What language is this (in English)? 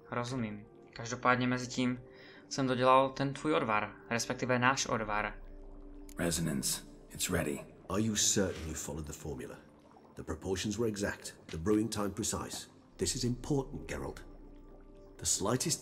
Czech